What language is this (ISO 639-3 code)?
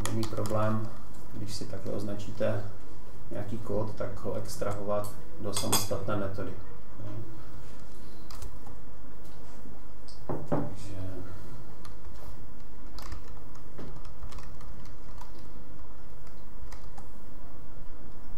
ces